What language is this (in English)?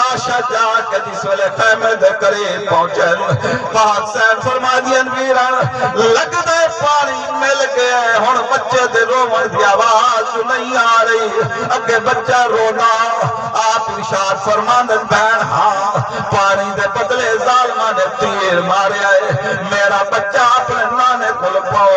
Saraiki